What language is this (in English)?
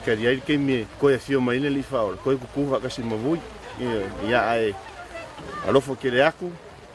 Samoan